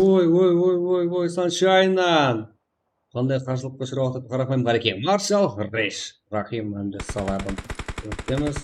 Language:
Kara-Kalpak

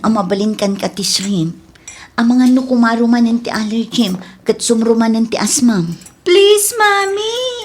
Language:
Iloko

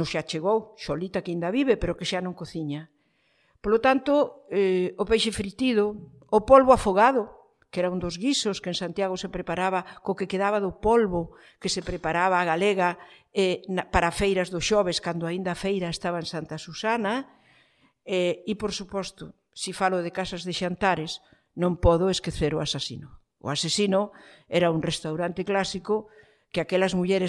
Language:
Galician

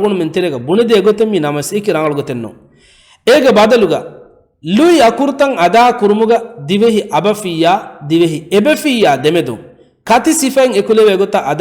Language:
Divehi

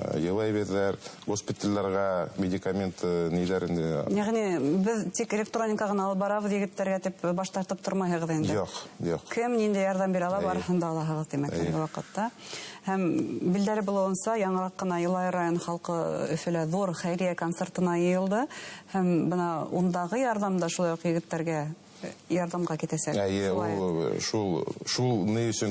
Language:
Bashkir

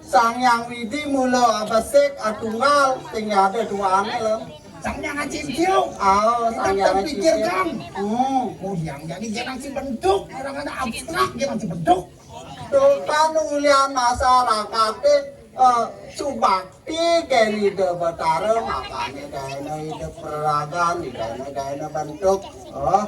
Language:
Balinese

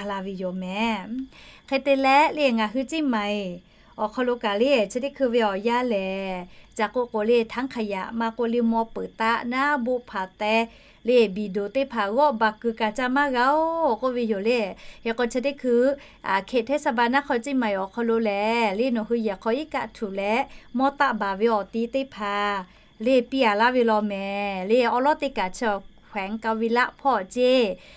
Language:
Lahu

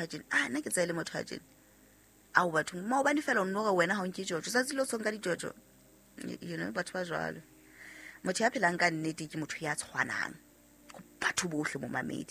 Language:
Southern Sotho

